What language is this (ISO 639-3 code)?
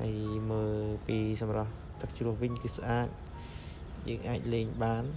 khm